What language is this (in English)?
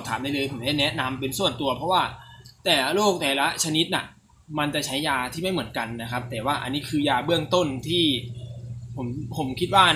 Thai